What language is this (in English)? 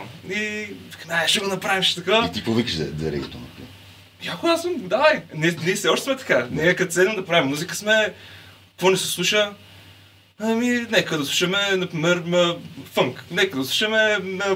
Bulgarian